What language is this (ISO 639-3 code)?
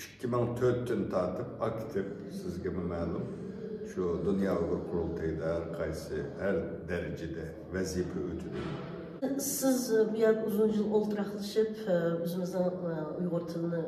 uig